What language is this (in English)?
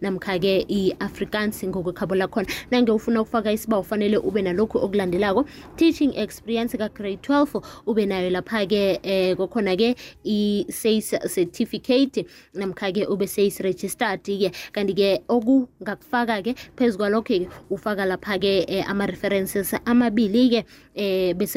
South Ndebele